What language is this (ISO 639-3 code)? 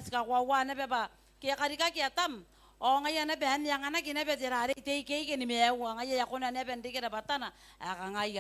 gil